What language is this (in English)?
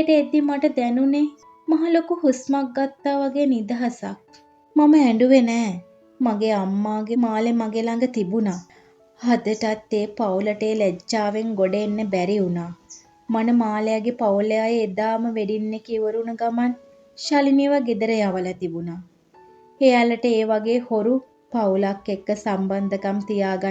Sinhala